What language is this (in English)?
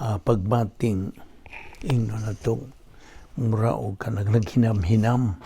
Cebuano